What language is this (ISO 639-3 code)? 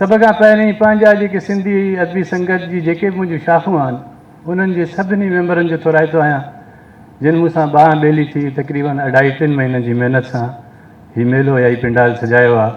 snd